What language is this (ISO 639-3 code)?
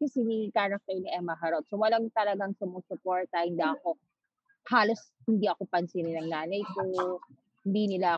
fil